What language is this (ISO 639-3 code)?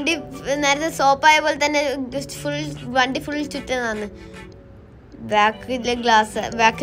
mal